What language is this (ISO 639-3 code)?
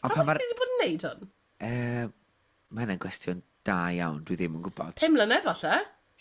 cym